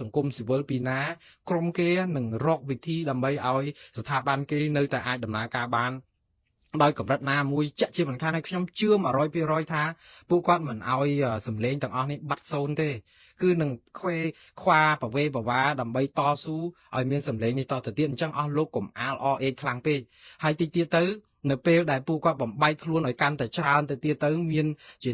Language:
Khmer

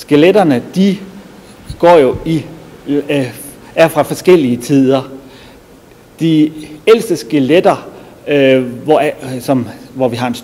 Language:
Danish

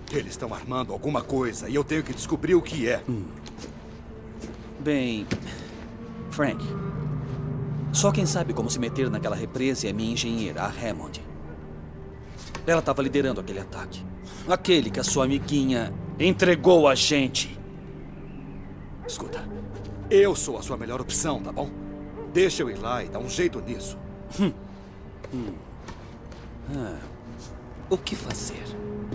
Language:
Portuguese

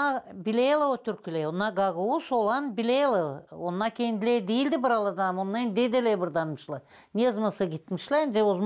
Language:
Gagauz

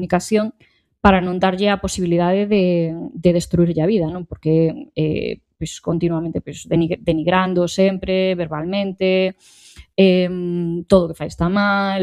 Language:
Galician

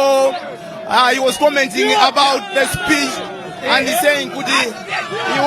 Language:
Nyanja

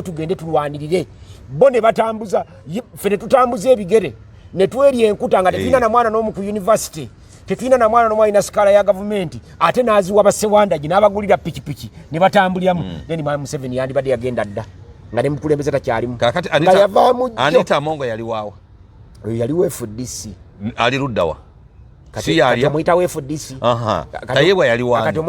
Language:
Ganda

